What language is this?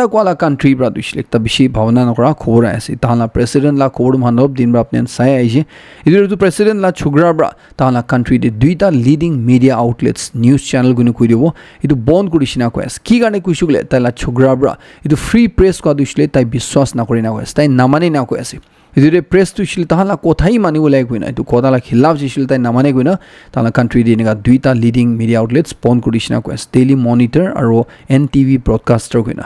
Naga Pidgin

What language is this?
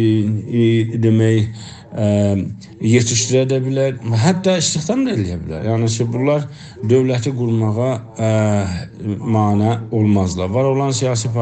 South Azerbaijani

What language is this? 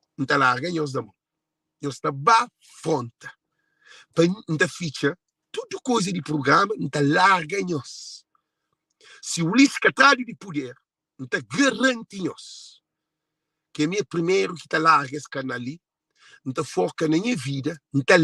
Kabuverdianu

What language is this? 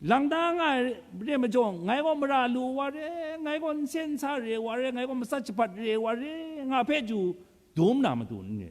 Kachin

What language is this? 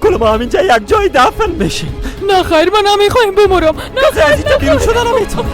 Persian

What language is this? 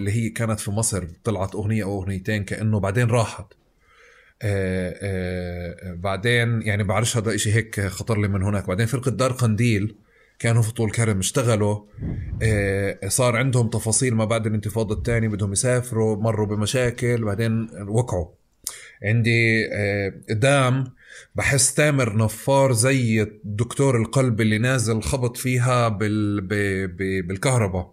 North Levantine Arabic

